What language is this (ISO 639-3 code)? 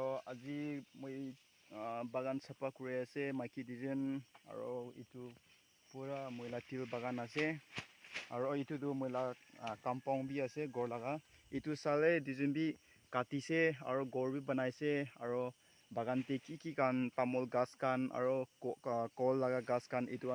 nag